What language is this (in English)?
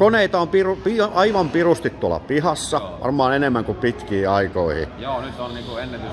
Finnish